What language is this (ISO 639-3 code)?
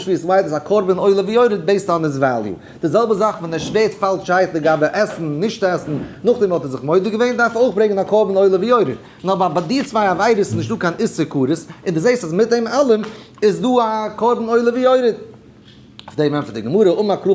yid